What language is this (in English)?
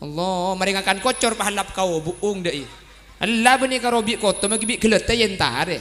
Madurese